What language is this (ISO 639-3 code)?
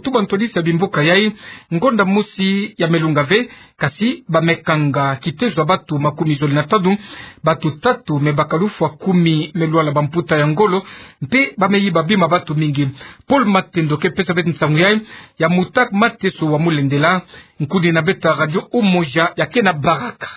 ktu